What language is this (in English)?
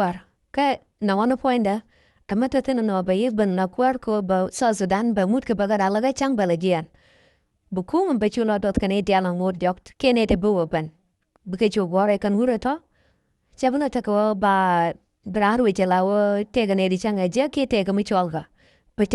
Nuer